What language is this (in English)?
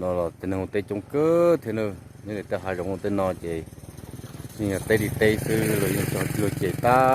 Hmong